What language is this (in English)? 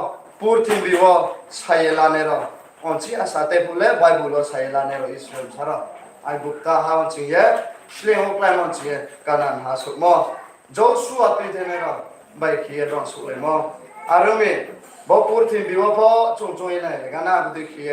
Riang (India)